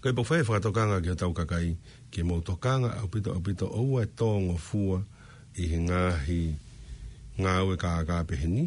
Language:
Tongan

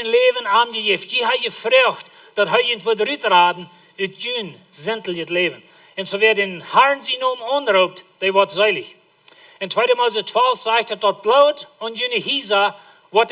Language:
Plautdietsch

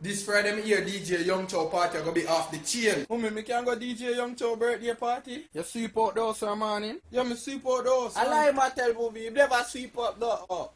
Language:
Jamaican Creole English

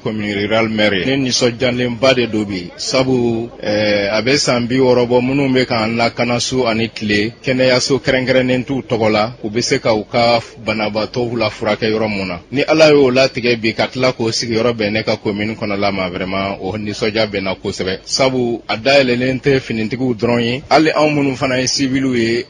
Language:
Bambara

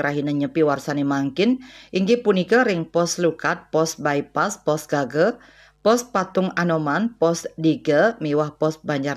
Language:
Balinese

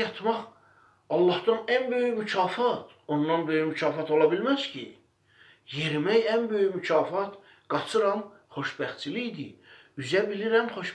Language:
Azerbaijani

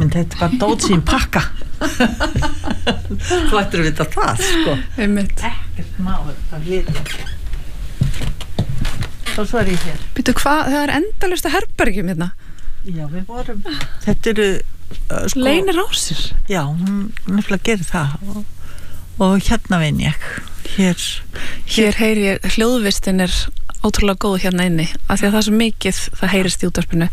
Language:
Icelandic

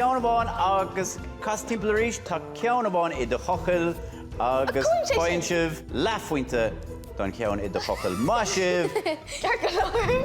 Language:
Irish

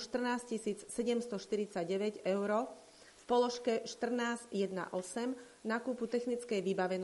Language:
Slovak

